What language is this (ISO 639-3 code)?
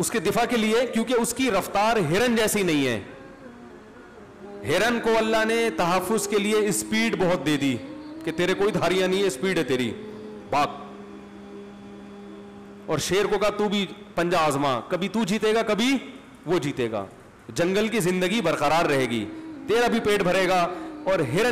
urd